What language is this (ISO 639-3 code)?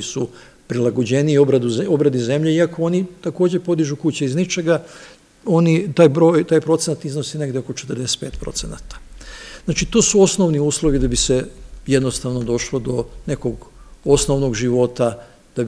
srp